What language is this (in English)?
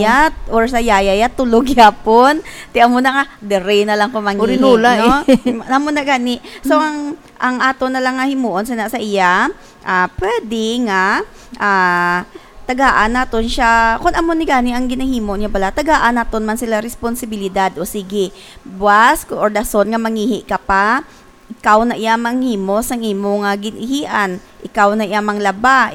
Hiligaynon